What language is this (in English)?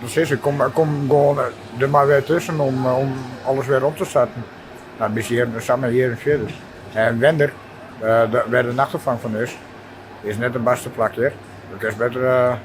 Western Frisian